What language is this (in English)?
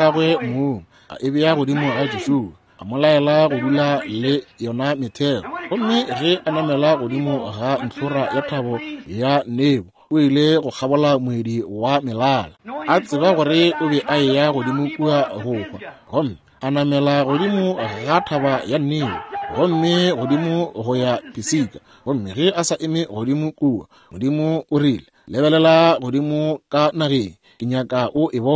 Northern Sotho